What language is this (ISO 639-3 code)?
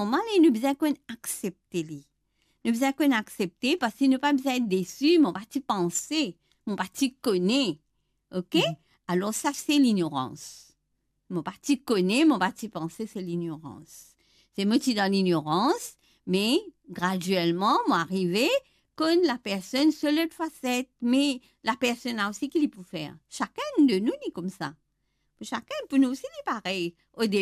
mfe